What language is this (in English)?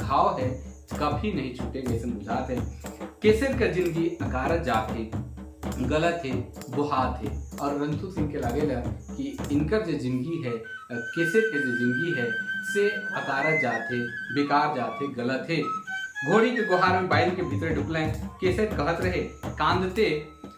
Sadri